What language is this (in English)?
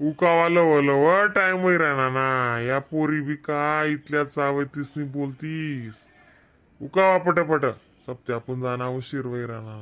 Khandesi